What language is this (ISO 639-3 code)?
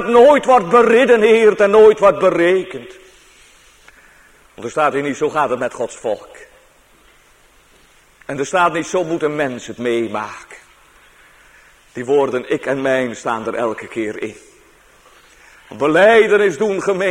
nld